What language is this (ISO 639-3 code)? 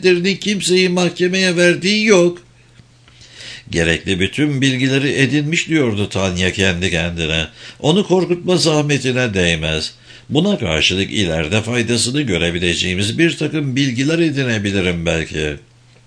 tur